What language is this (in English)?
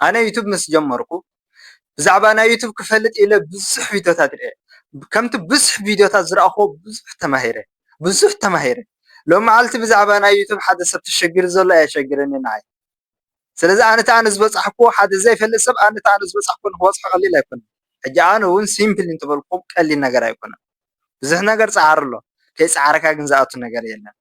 Tigrinya